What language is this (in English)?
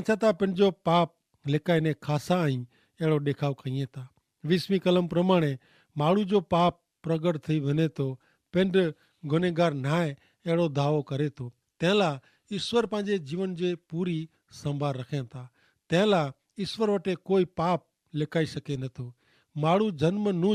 Kachhi